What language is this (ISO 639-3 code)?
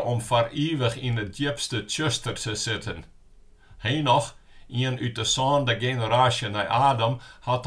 fry